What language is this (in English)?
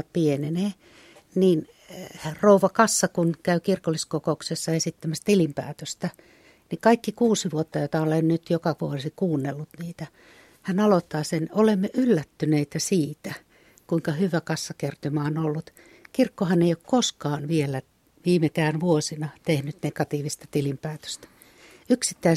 Finnish